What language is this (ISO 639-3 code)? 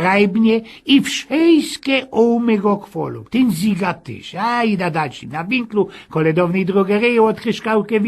szl